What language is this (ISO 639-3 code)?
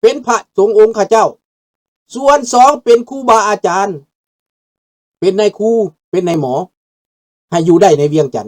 lao